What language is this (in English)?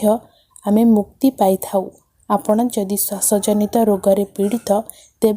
Odia